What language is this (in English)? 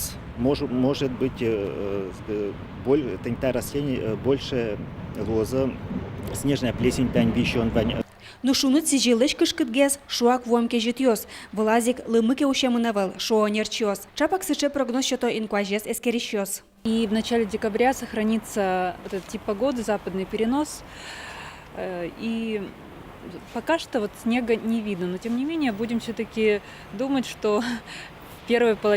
Udmurt